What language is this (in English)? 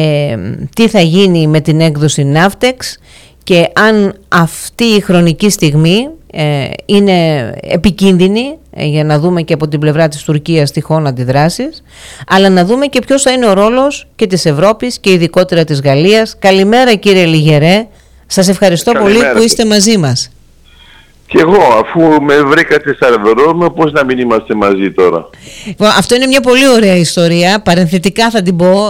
Greek